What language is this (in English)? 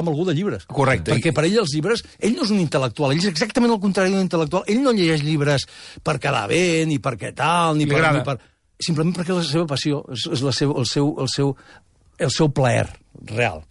Catalan